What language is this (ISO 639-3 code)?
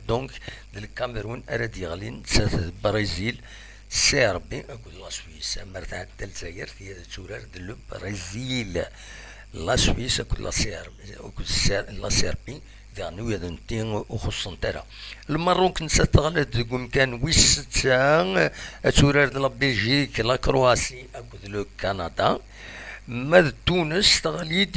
kab